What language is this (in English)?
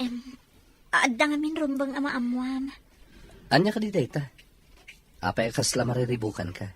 Iloko